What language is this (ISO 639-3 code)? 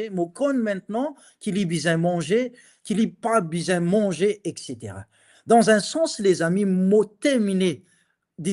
mfe